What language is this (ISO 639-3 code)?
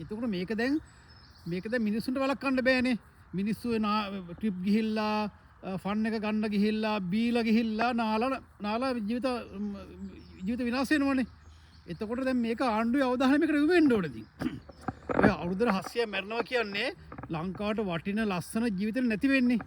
sin